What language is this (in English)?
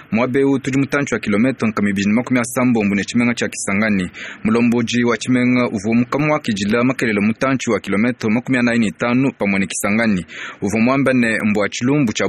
Luba-Lulua